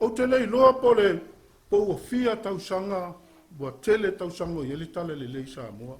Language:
Samoan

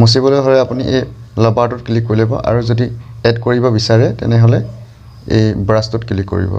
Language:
Assamese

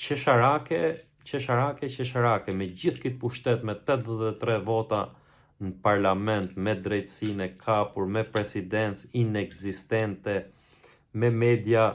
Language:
Albanian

